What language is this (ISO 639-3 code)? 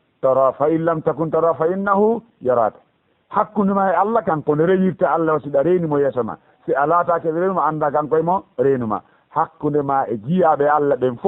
ful